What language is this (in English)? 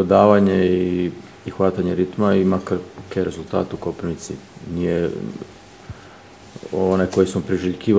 Croatian